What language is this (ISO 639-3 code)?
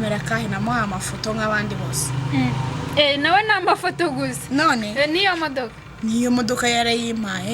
kin